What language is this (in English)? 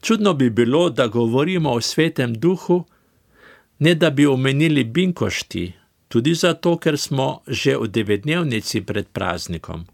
Slovenian